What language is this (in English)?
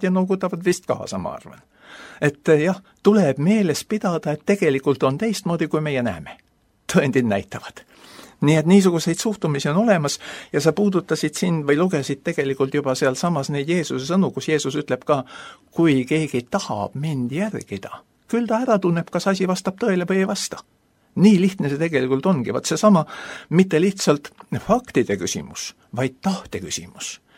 Estonian